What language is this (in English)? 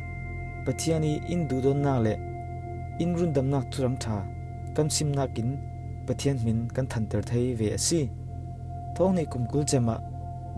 Falam Chin